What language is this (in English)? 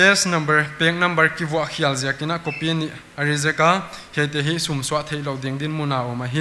Paite Chin